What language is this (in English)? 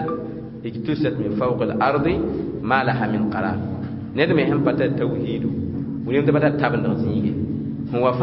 Mossi